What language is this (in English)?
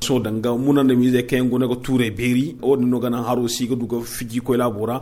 Zarma